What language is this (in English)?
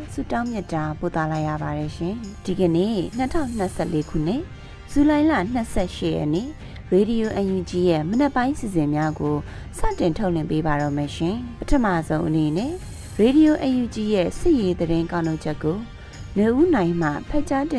Burmese